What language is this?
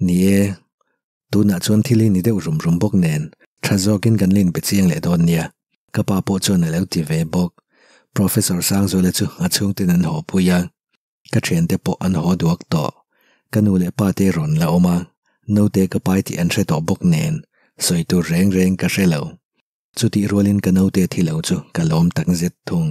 Mizo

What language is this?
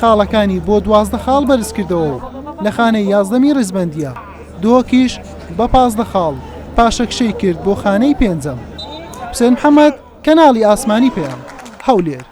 Central Kurdish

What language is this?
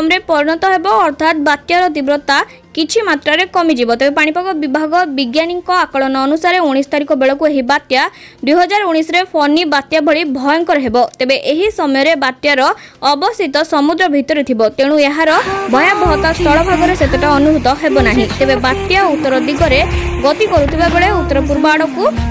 Odia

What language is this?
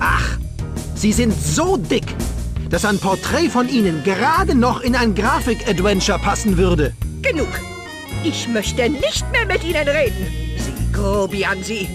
Bavarian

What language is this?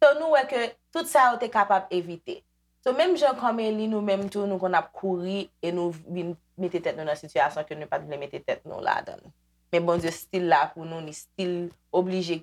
Haitian Creole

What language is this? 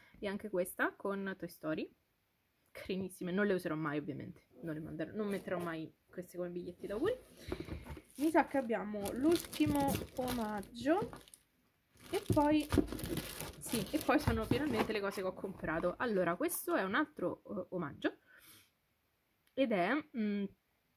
Italian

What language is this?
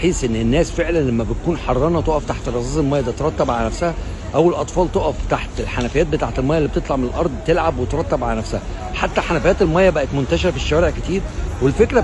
Egyptian Arabic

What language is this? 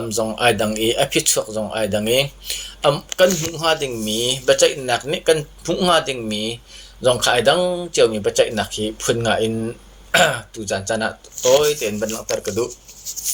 Hakha Chin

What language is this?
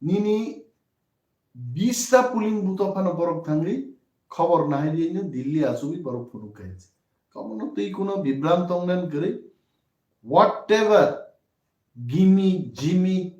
Kok Borok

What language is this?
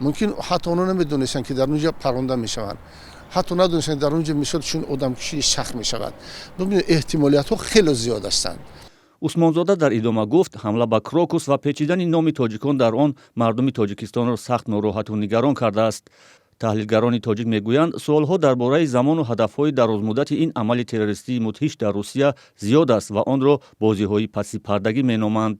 Tajik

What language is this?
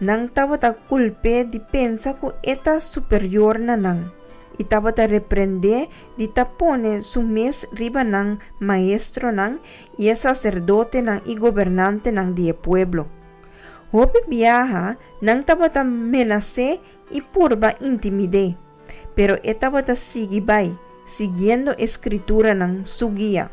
Papiamento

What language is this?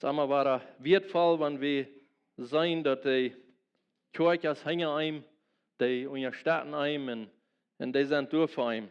Plautdietsch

